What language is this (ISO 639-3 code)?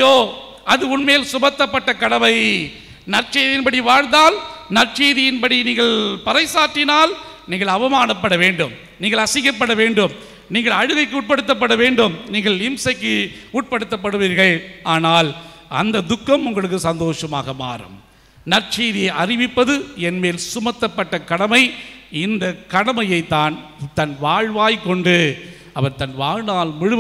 tam